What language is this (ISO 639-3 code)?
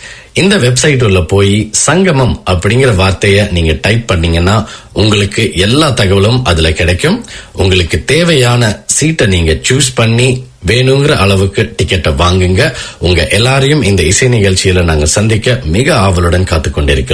tam